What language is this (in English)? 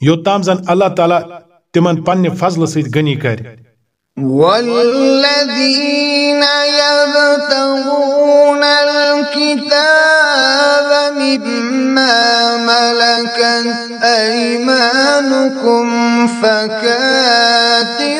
Kashmiri